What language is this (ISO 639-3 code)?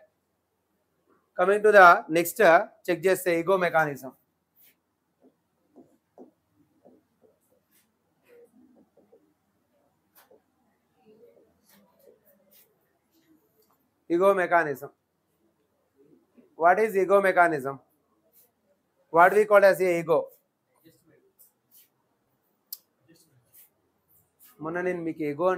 tel